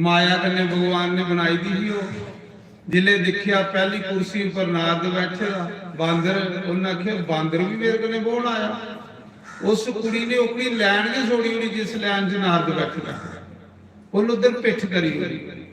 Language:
Dogri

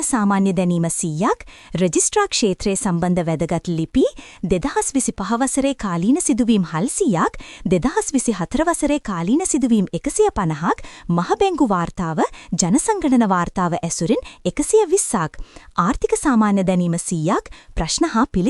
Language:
Sinhala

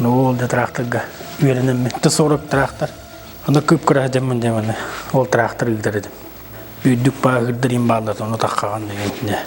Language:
Yakut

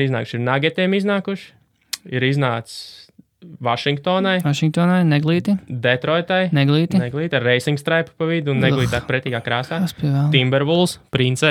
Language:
Latvian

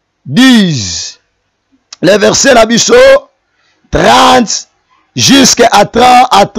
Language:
Lingala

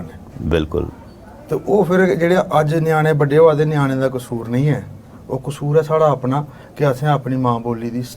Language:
Dogri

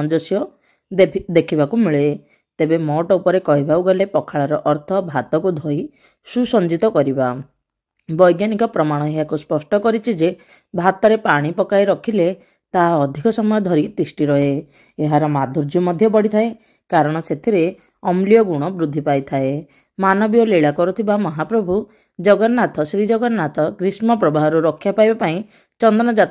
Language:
Odia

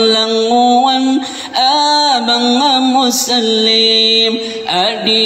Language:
Maranao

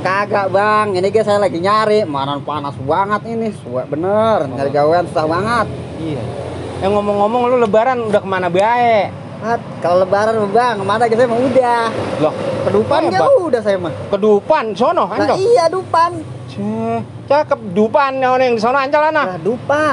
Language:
Betawi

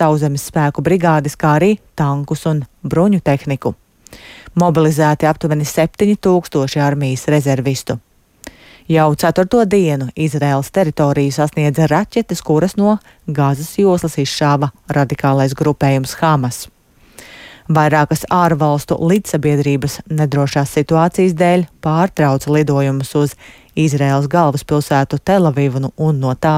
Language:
Latvian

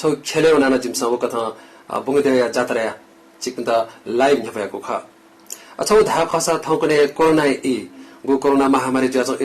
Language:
Newari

